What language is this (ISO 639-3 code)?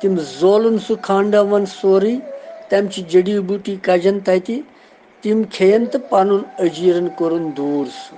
kas